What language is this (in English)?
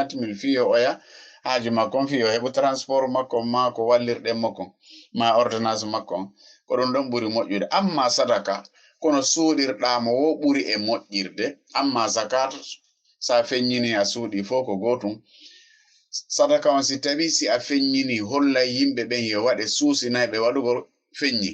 Fula